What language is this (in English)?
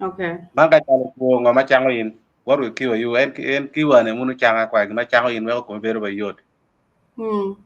Acoli